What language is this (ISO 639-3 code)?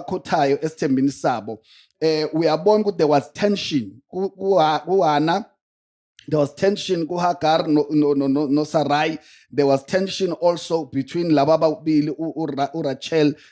zul